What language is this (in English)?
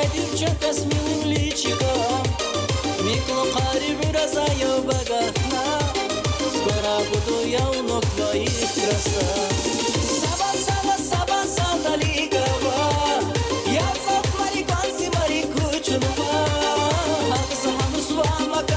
Tabassaran